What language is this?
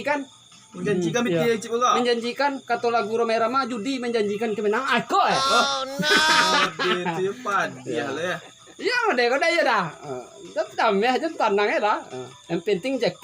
Minangkabau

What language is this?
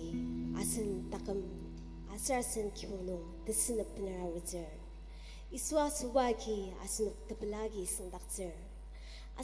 Ao Naga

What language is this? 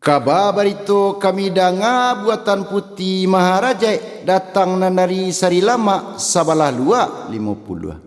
Minangkabau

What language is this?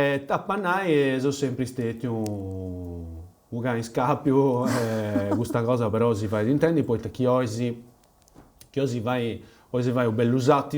Sardinian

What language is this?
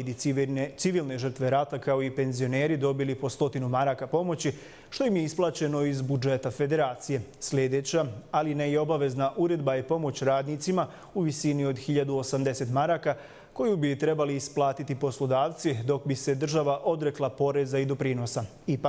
Bosnian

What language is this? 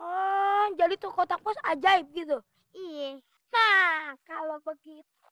Betawi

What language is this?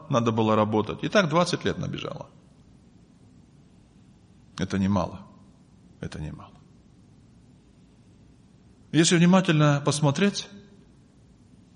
Russian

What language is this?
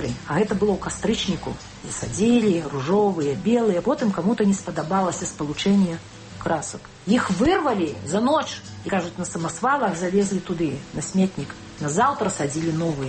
Belarusian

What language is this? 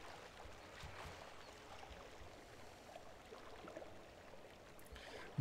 Polish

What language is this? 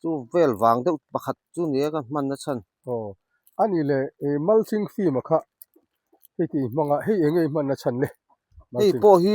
Mizo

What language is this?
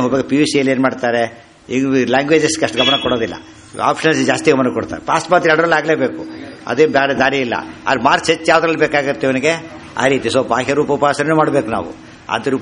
Kannada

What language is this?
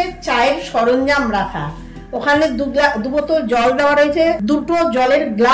Bangla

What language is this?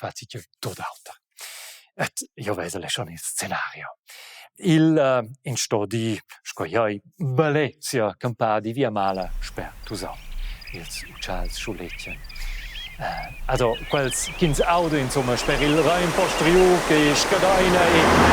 Romansh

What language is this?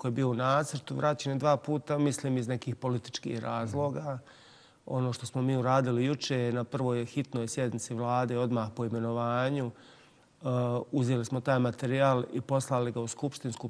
Bosnian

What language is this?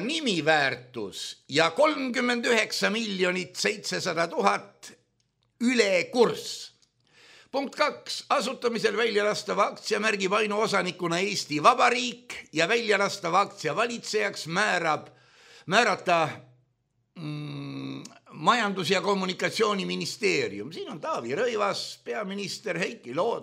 Estonian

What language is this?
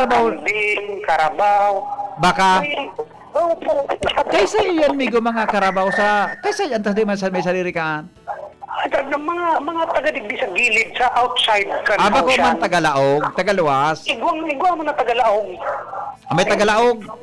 Bikol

